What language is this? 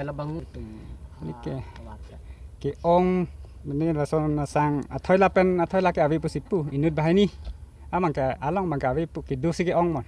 Karbi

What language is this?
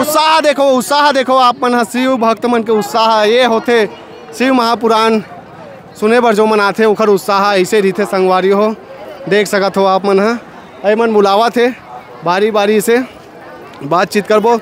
Chhattisgarhi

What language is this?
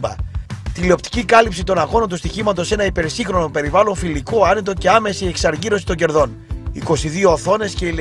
Greek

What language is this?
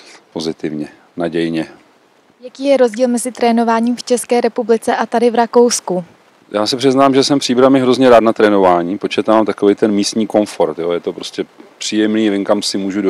Czech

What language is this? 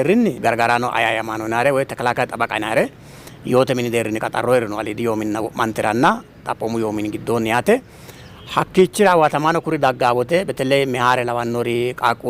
Sidamo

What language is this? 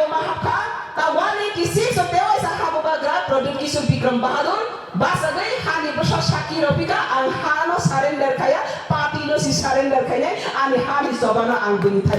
Kok Borok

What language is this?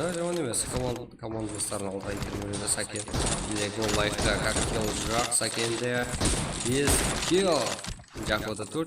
Kara-Kalpak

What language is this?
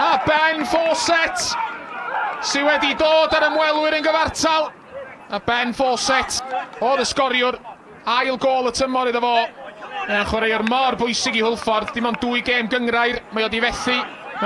Welsh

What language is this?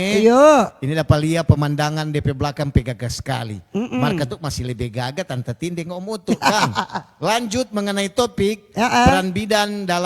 Manado Malay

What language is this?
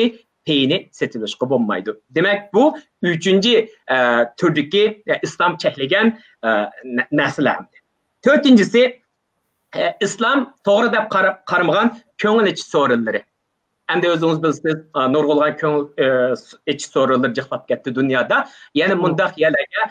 Uyghur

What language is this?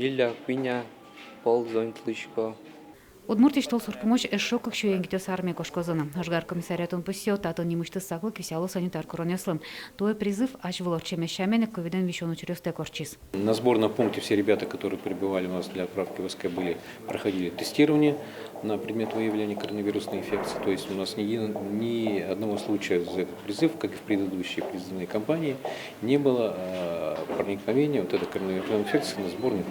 Udmurt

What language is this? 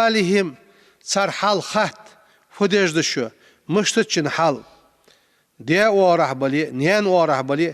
Ingush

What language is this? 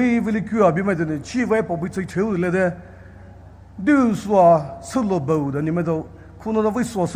Poumei Naga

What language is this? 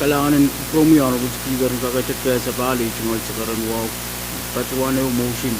Pohnpeian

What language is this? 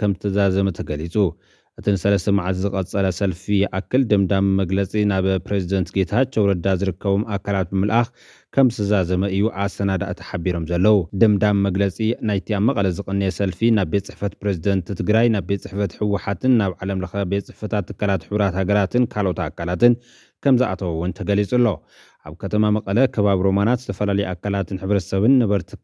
Tigrinya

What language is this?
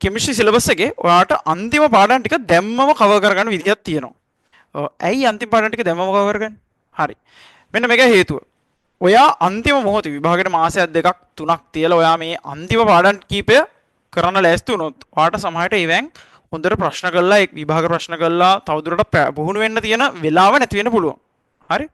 Sinhala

